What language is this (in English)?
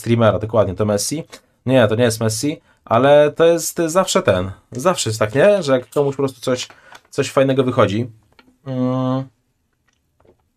Polish